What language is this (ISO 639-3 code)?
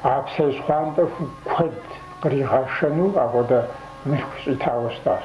kbd